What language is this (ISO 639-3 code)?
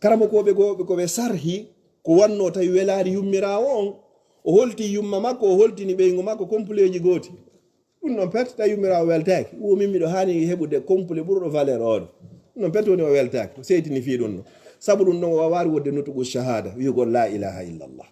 ful